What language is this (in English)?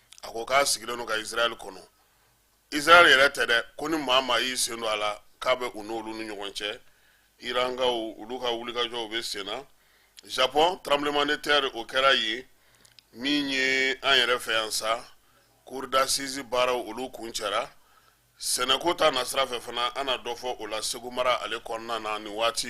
Bambara